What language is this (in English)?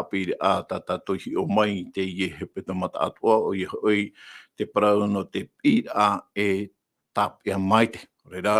Tahitian